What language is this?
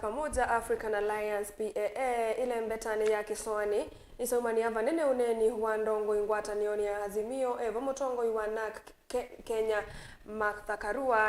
Kamba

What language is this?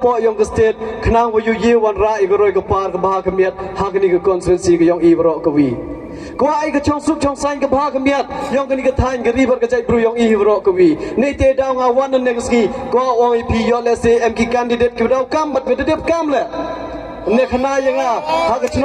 Pnar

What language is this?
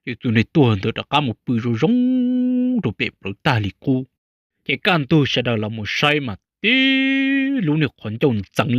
Hmong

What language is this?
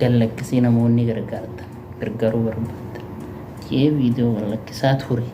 Oromo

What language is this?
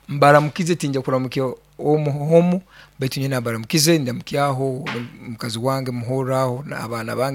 Nyoro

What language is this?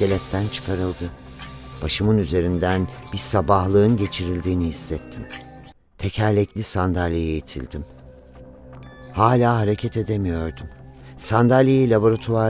Turkish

